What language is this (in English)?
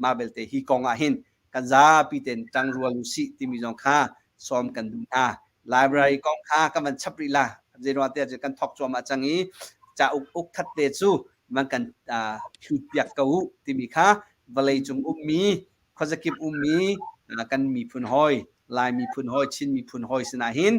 Hakha Chin